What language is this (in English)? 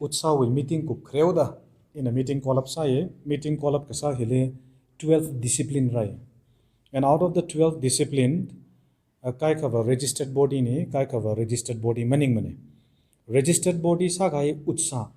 Tangkhul Naga (India)